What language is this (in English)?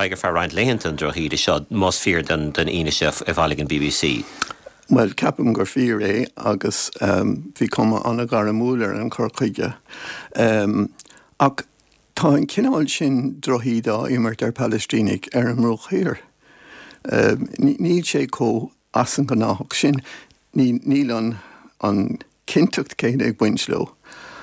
Irish